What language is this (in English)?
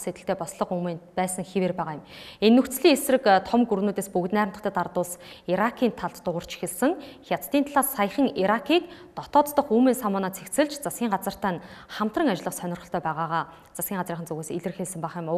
Mongolian